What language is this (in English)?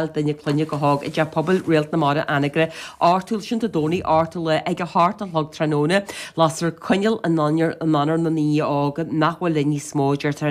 Irish